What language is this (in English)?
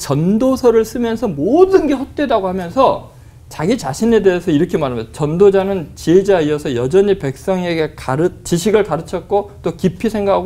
Korean